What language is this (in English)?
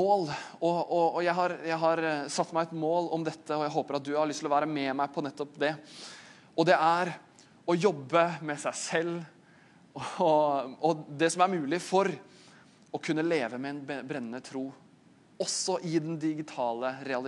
Norwegian